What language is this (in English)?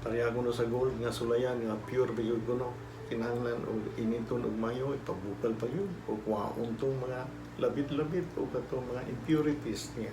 Cebuano